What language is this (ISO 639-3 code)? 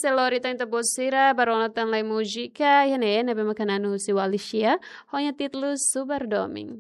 tet